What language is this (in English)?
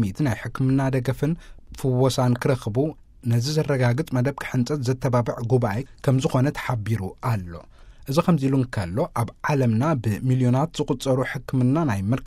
Tigrinya